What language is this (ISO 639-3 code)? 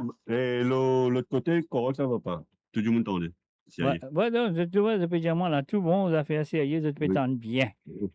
mfe